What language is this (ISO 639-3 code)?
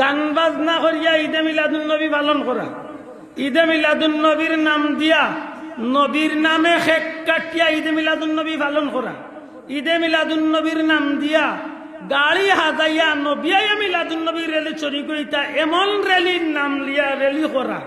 syl